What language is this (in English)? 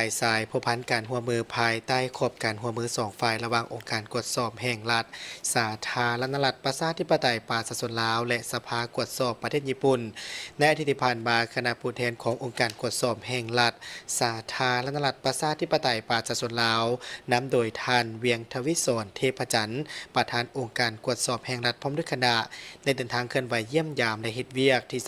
Lao